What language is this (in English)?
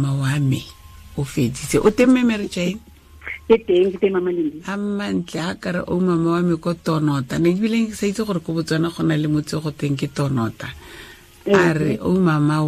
Tswana